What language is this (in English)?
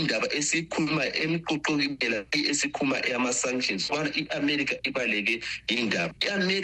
North Ndebele